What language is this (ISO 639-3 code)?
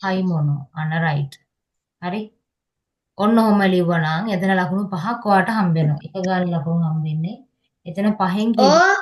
sin